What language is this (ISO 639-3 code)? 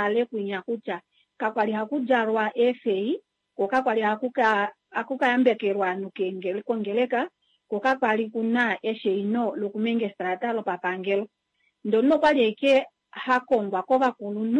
kua